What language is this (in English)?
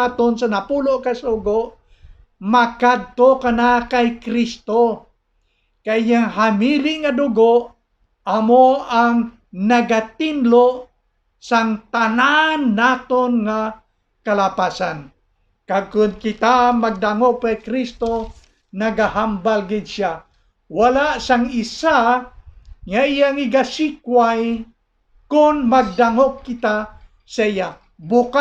Hiligaynon